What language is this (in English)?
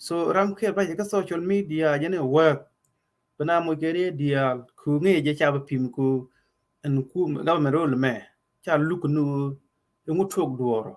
Nuer